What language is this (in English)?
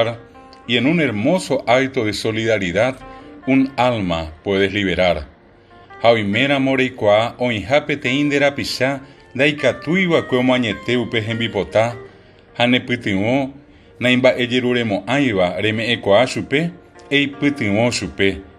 Guarani